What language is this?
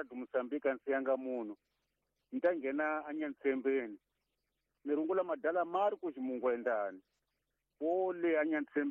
Tsonga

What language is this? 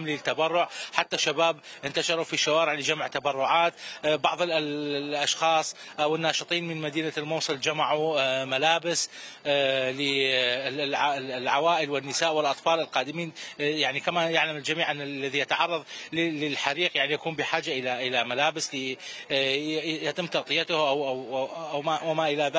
Mesopotamian Arabic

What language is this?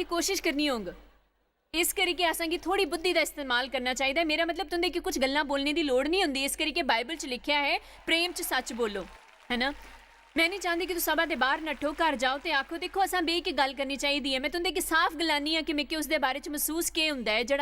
Dogri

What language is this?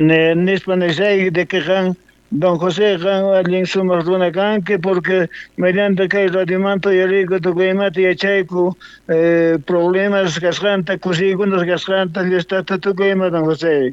South Bolivian Quechua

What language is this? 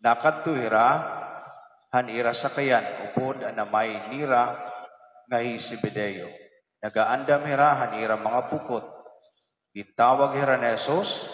Waray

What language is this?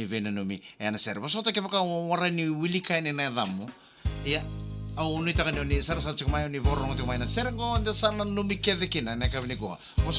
Fijian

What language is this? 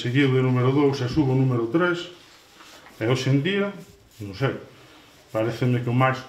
Galician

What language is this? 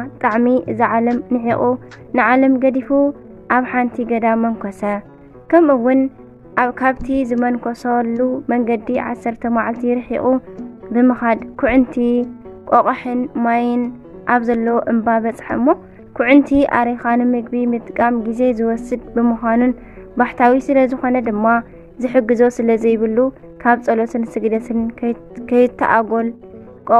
Tigrinya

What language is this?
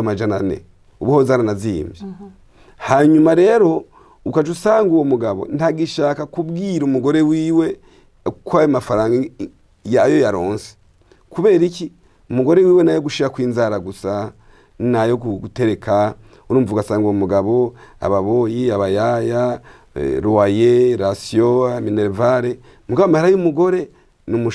Rundi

